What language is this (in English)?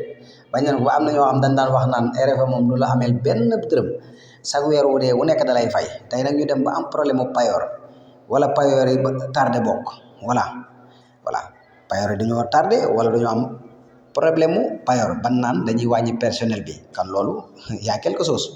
Wolof